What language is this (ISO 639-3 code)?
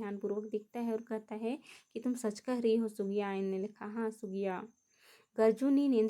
kru